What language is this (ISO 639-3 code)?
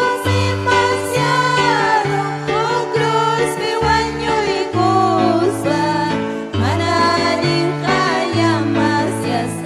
quy